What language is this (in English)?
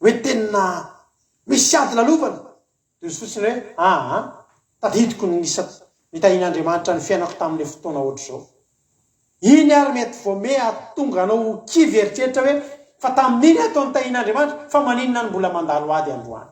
Malagasy